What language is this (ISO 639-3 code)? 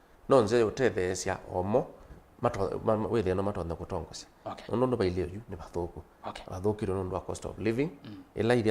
kam